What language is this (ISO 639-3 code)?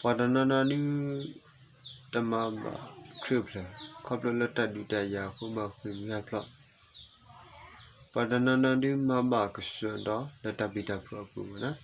ksw